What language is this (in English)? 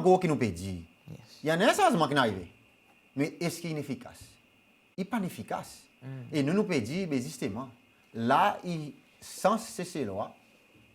Seselwa Creole French